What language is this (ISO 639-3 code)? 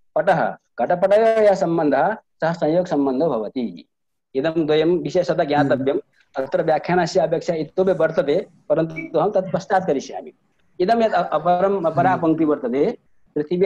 san